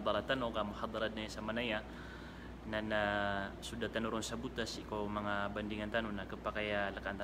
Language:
Maranao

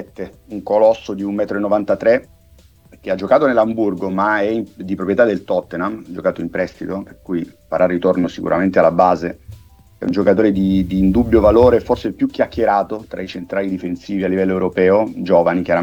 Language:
Italian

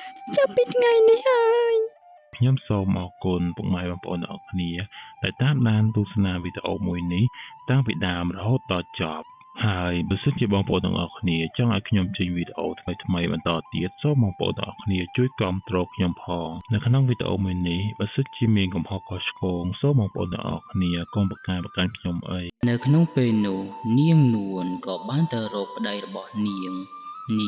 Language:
Khmer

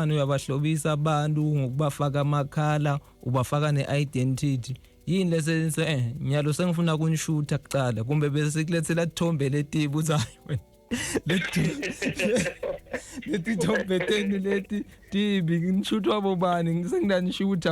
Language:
Zulu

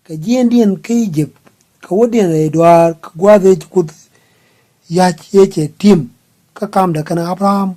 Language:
Nuer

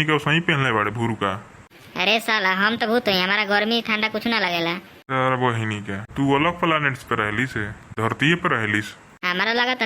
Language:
Bhojpuri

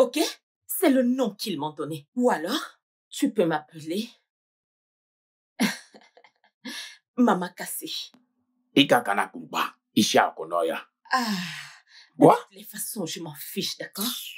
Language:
French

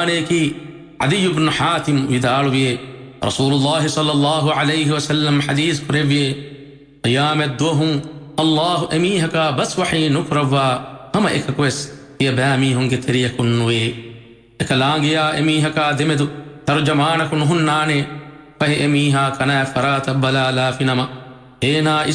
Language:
Divehi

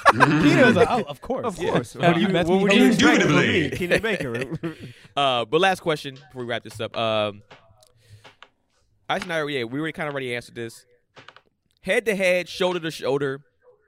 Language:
English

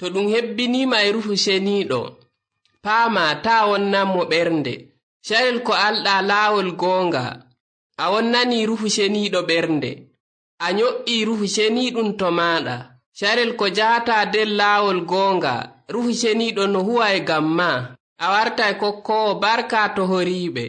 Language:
Nigerian Fulfulde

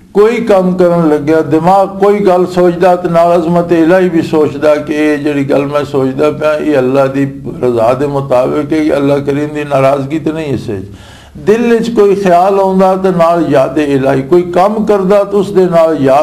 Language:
Western Panjabi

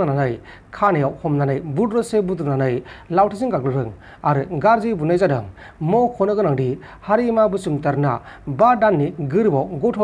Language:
Bodo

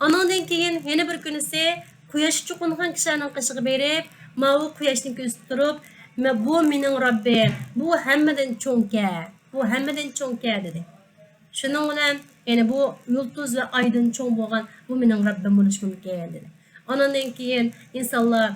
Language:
Uyghur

